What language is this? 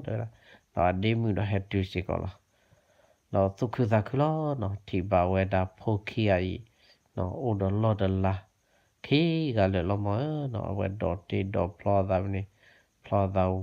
S'gaw Karen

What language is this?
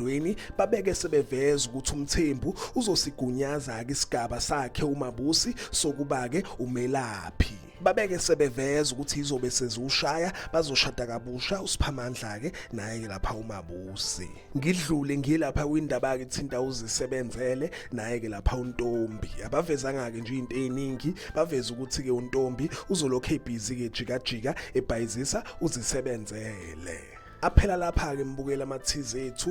Zulu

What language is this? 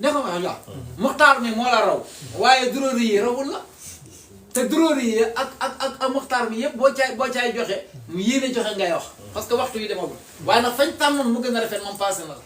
Wolof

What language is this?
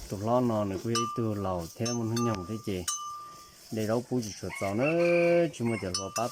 Hmong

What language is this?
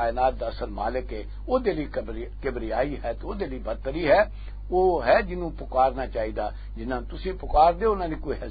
Western Panjabi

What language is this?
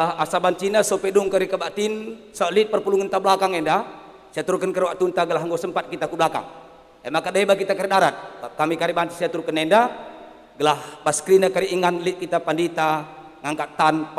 Batak Karo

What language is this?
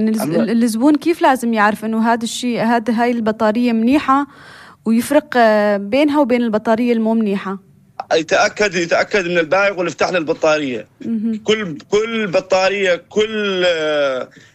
North Levantine Arabic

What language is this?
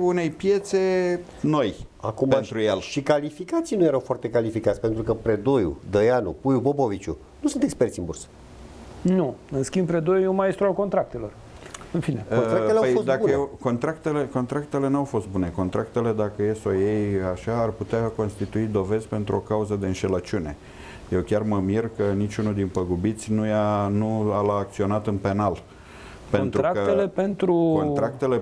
Romanian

